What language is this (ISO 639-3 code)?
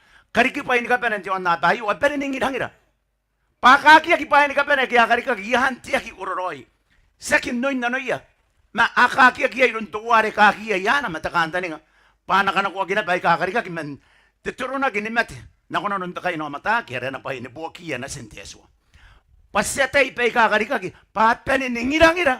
gil